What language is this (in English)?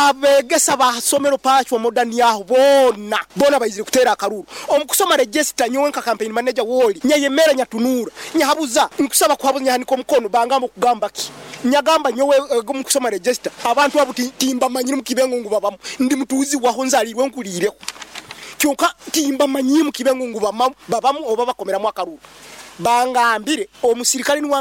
Nyoro